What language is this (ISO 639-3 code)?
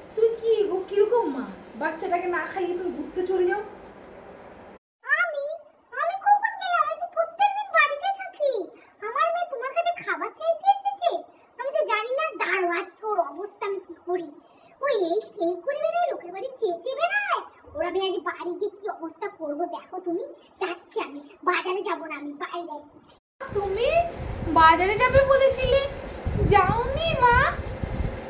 ben